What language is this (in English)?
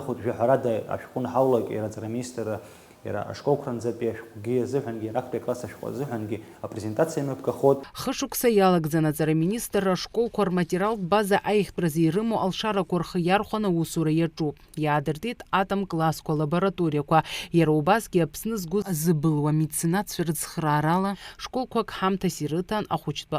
Abkhazian